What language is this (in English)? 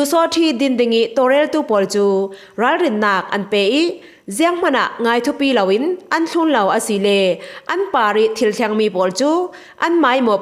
Falam Chin